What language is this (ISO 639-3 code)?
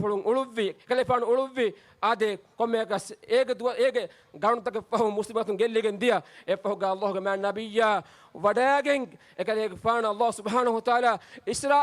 div